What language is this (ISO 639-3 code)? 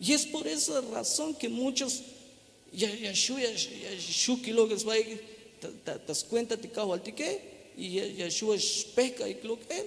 tzh